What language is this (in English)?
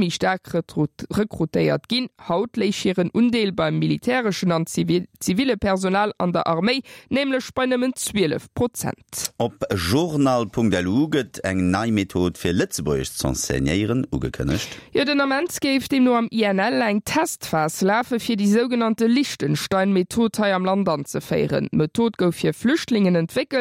Luxembourgish